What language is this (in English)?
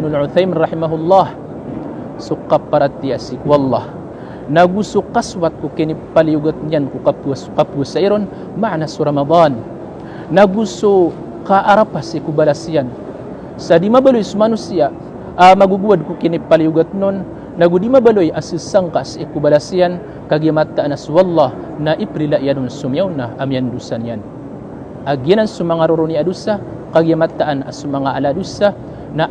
Maranao